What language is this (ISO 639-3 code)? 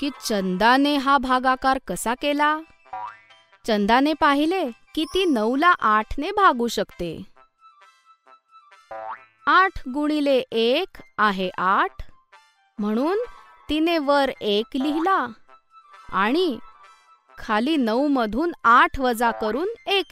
mar